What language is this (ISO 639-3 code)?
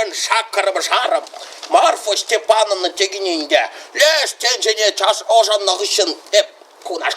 chv